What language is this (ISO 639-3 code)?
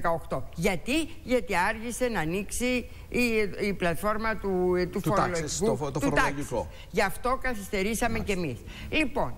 ell